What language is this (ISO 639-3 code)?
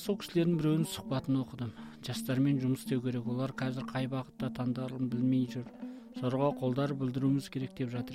kaz